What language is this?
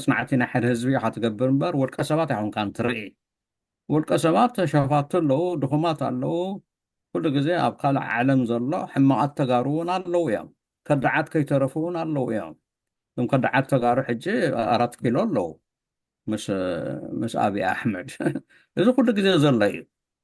Tigrinya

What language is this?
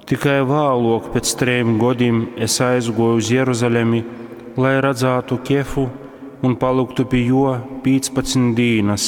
Latgalian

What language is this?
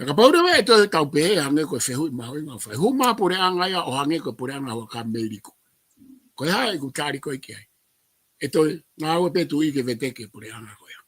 Tongan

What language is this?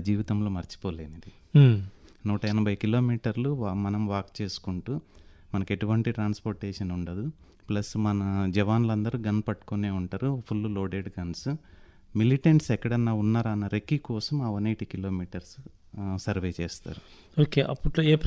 Telugu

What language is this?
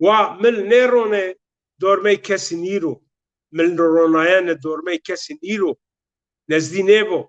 Zaza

